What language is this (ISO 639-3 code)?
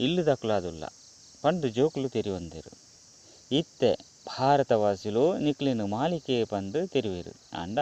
tcy